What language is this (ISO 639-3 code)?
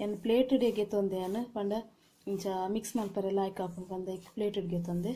tcy